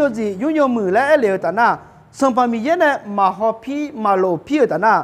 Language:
Akha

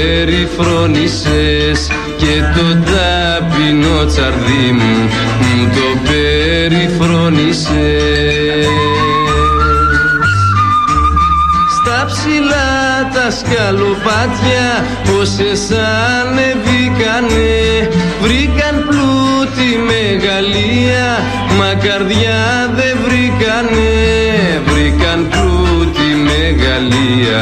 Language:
Greek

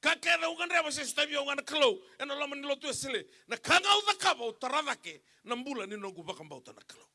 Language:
Fijian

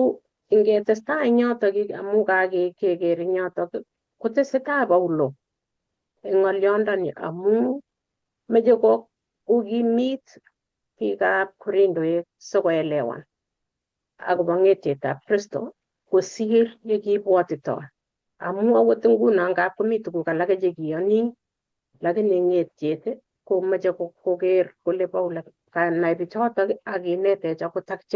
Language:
Kalenjin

